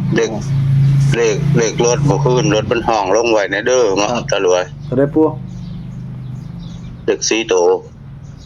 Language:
Northeastern Thai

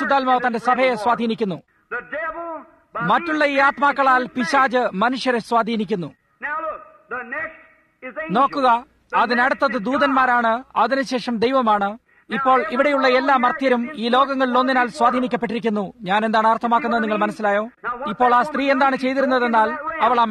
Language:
Malayalam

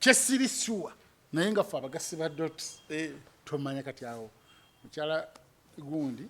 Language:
Ganda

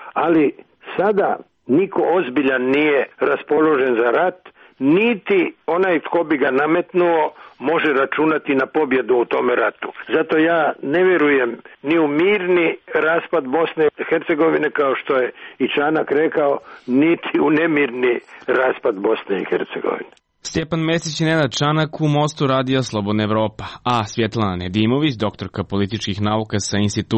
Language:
Serbian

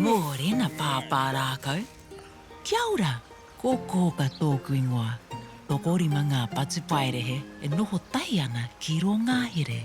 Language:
Māori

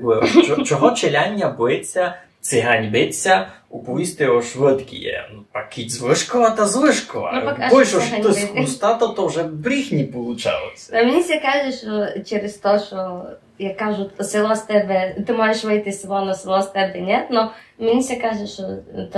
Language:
Rusyn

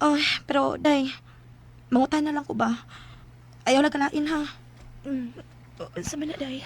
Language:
Cebuano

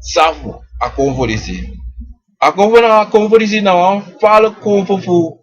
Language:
Sranan Tongo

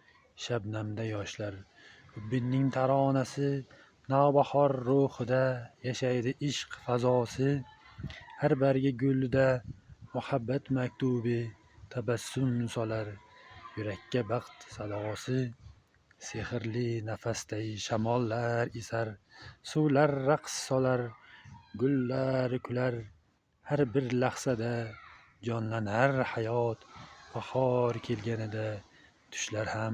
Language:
Uzbek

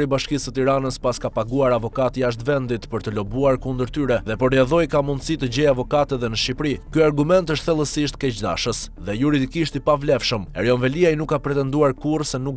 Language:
Albanian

